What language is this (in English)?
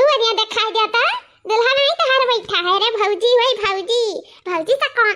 Awadhi